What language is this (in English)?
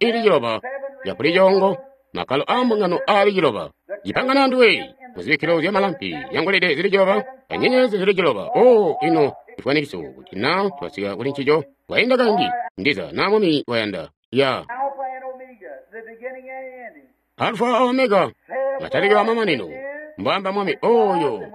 Tonga (Zambia)